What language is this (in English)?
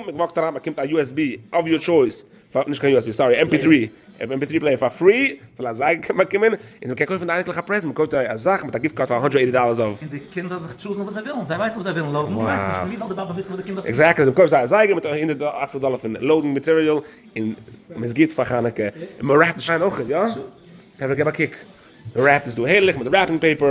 Yiddish